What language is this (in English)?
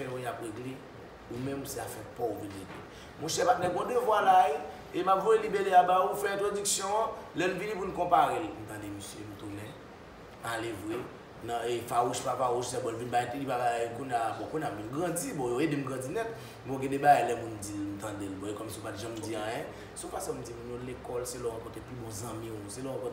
Haitian Creole